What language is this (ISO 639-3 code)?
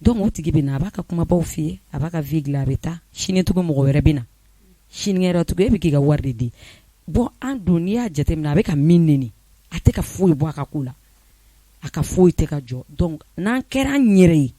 bam